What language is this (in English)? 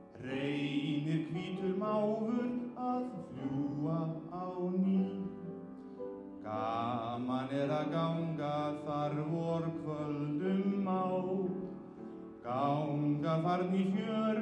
Icelandic